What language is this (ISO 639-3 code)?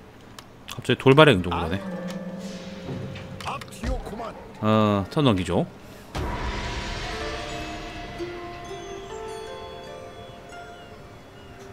kor